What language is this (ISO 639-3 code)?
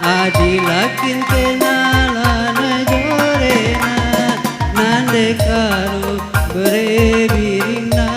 btx